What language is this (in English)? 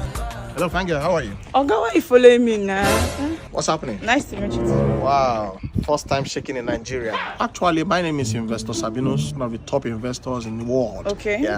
Nigerian Pidgin